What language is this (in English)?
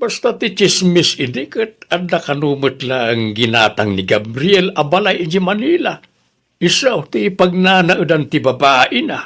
Iloko